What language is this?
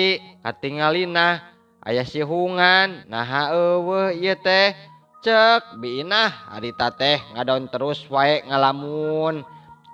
Sundanese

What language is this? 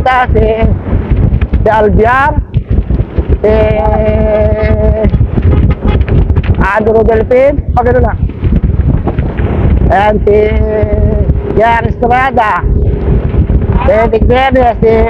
Filipino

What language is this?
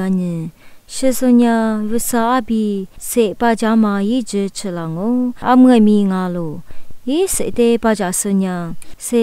Lisu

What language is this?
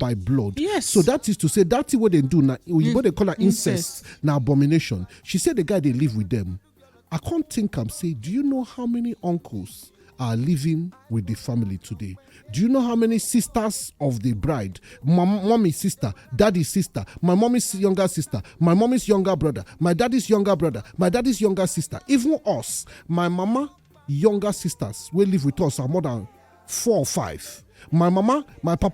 Nigerian Pidgin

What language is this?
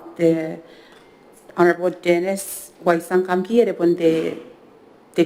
Gilbertese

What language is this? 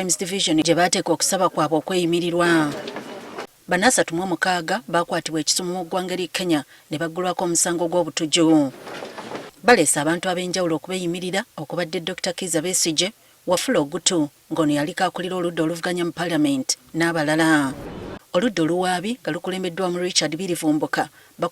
Ganda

